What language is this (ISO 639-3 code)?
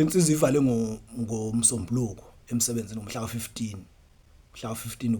zul